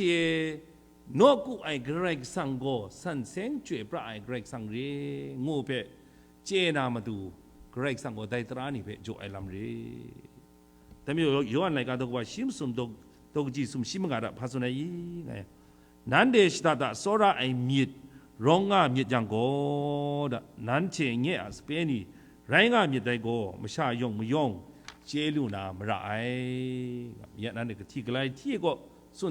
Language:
Kachin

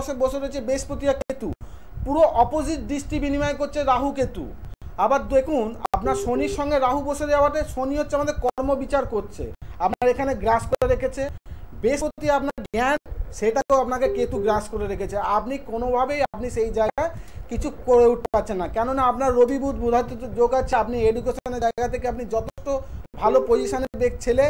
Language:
Bangla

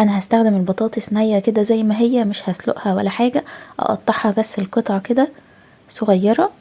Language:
Egyptian Arabic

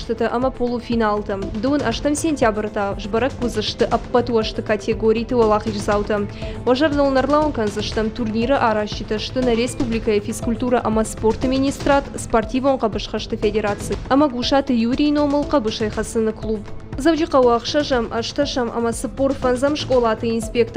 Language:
Ossetic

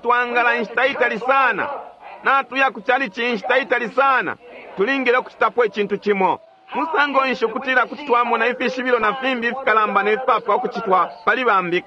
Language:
Bemba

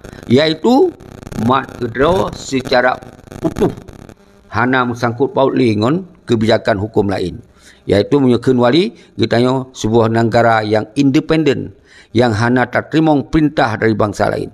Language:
Achinese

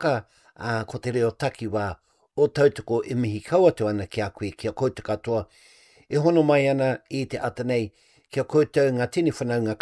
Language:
Māori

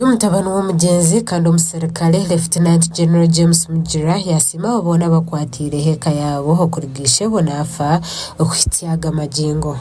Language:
Nyankole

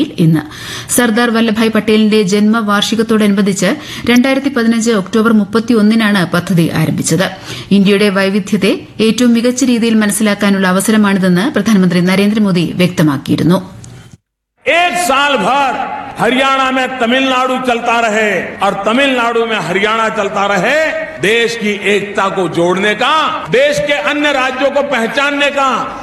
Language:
Malayalam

